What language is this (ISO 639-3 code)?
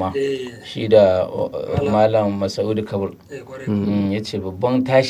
hau